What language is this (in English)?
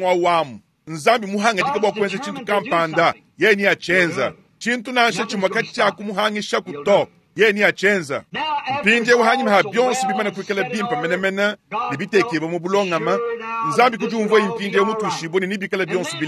Luba-Lulua